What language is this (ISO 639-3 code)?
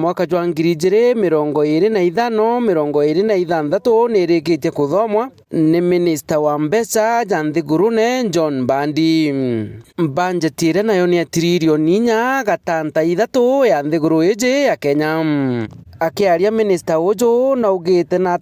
mer